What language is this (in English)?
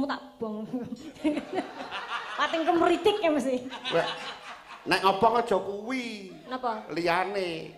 Javanese